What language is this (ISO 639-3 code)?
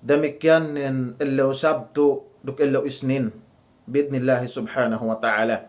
yka